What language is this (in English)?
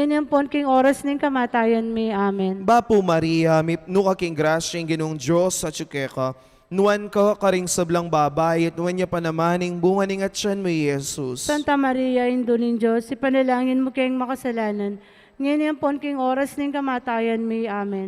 Pampanga